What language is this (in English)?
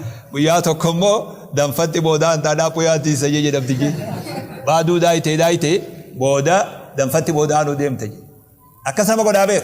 Oromo